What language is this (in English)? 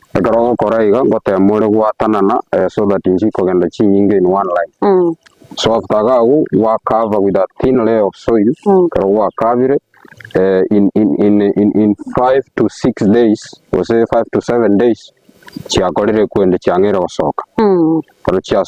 Gusii